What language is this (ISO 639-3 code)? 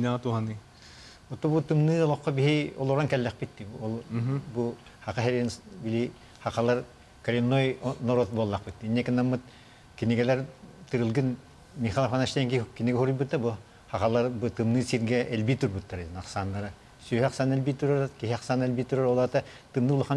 sah